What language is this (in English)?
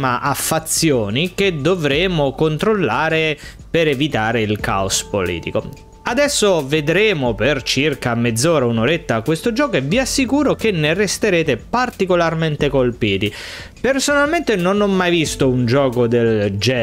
Italian